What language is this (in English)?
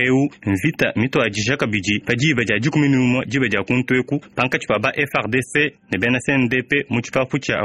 Luba-Lulua